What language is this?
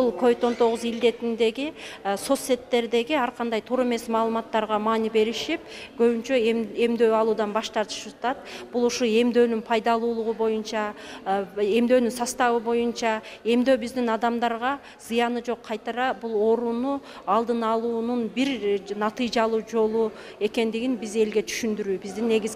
Kyrgyz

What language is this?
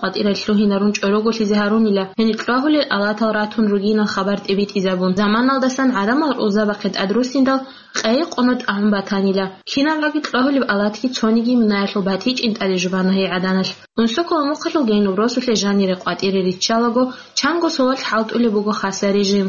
Avaric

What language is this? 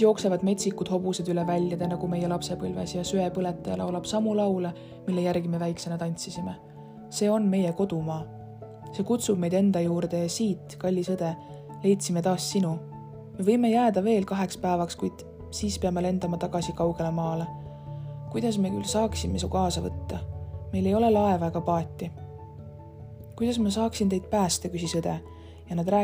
Estonian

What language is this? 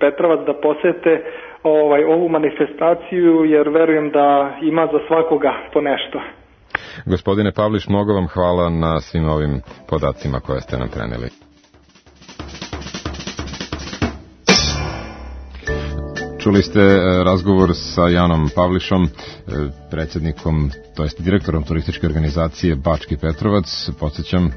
Serbian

